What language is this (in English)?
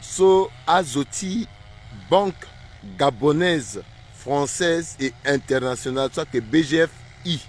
Sango